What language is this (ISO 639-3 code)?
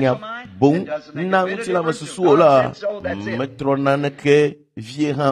ewe